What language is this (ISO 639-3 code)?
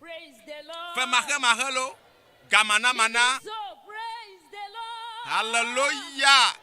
ewe